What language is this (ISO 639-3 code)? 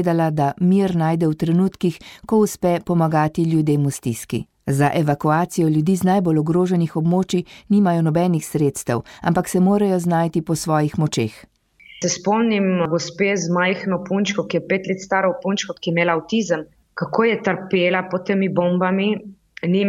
slv